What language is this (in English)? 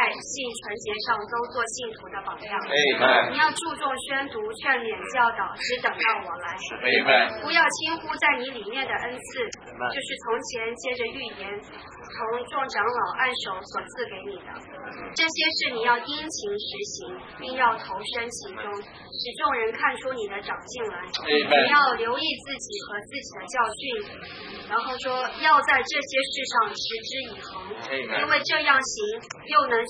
Chinese